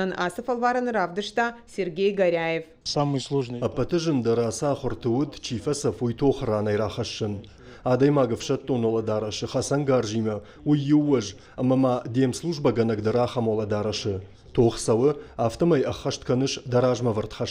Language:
Ossetic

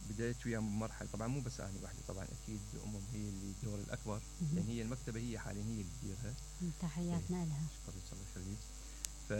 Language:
Mesopotamian Arabic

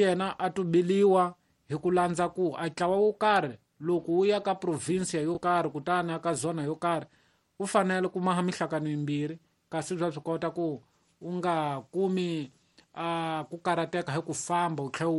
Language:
Tsonga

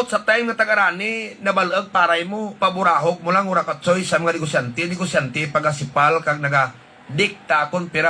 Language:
Hiligaynon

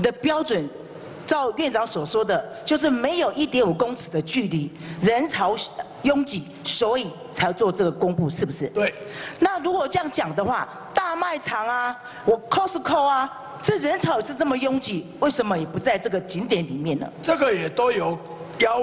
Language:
Chinese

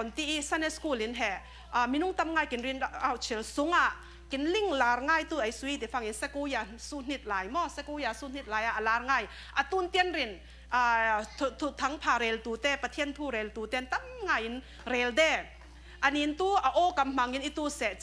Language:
Falam Chin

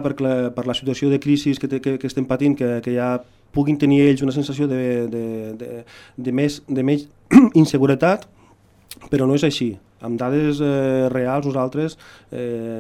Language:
Catalan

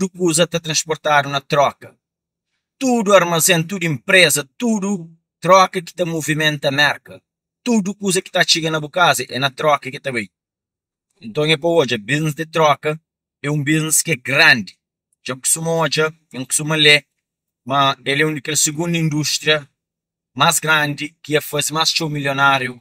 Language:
Kabuverdianu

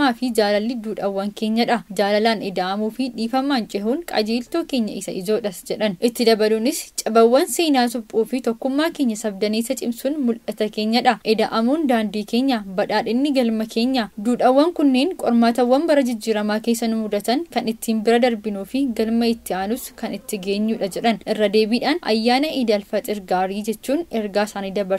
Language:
Oromo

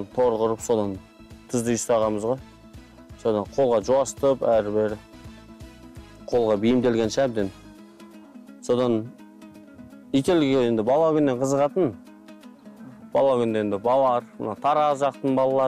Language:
Kazakh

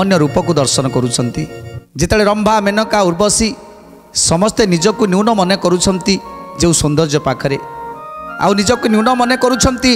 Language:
Odia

